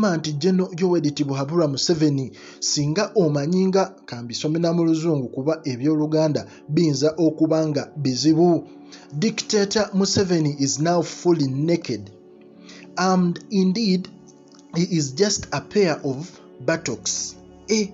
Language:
Ganda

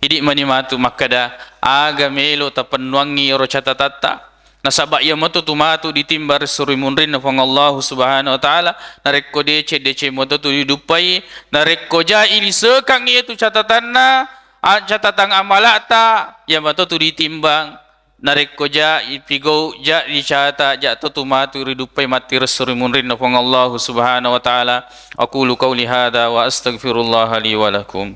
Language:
Buginese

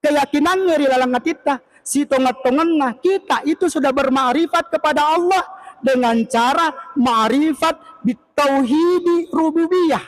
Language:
Buginese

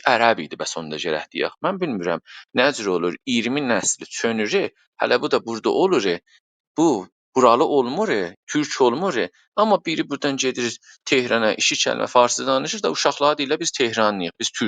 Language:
South Azerbaijani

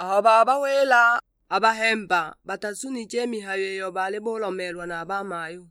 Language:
Sukuma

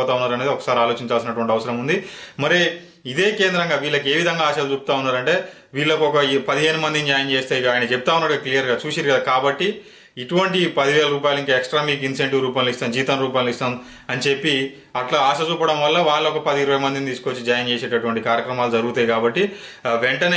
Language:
Telugu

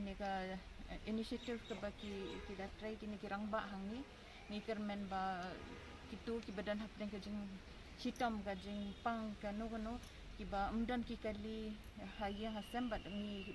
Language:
Khasi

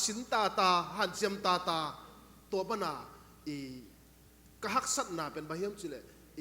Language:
Tedim Chin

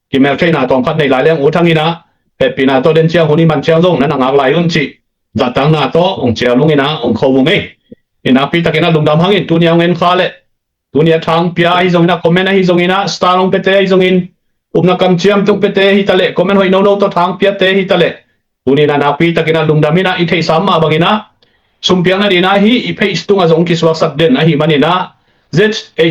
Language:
Tedim Chin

